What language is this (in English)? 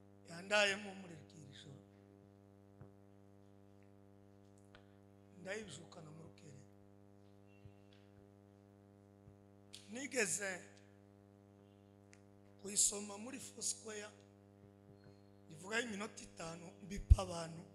Kinyarwanda